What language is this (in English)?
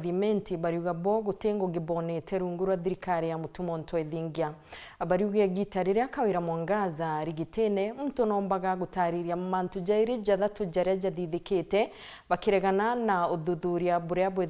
Meru